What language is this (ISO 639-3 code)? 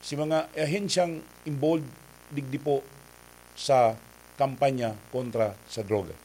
bik